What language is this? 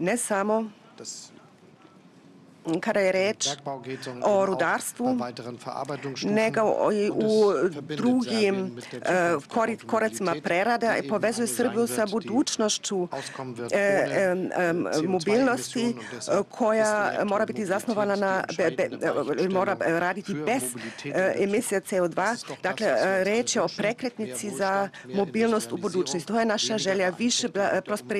Serbian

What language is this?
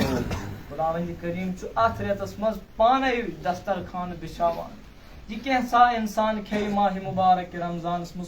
Kashmiri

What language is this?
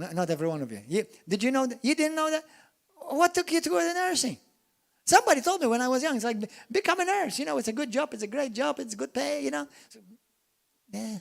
English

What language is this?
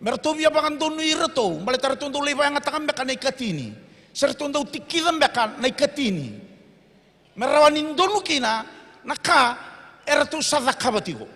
Fijian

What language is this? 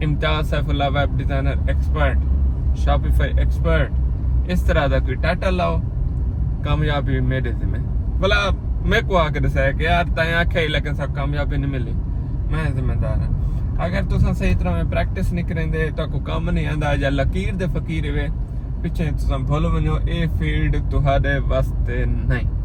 Saraiki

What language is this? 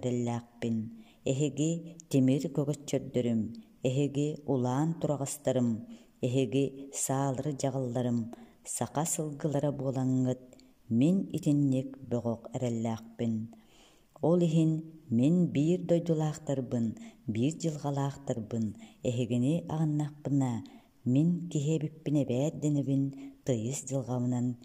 Yakut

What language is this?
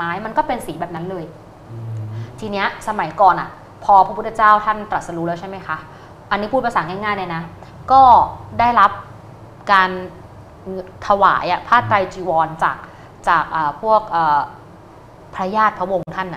Thai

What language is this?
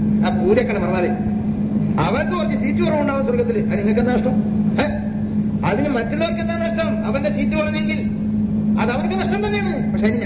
Malayalam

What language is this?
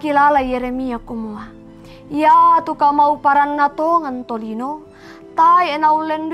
Toraja-Sa'dan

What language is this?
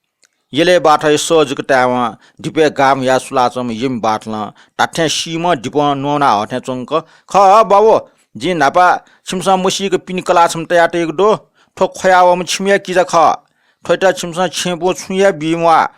Newari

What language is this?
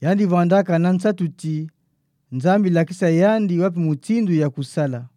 Kituba (Democratic Republic of Congo)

